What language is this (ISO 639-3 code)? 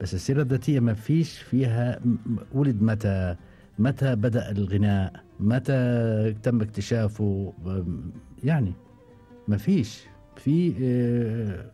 afb